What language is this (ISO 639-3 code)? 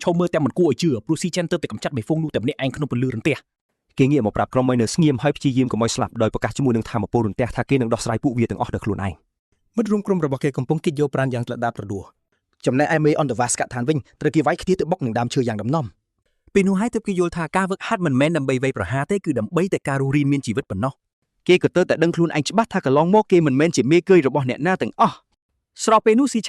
khm